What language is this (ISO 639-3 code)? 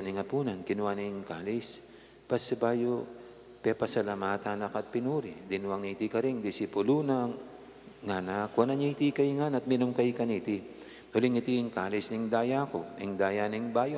pam